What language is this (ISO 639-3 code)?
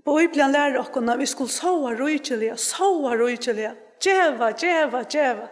fao